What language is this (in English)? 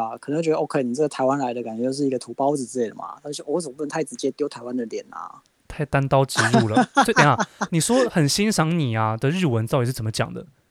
Chinese